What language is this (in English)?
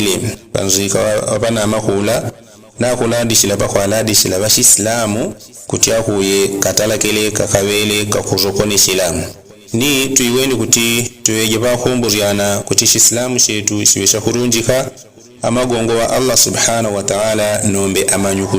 Yao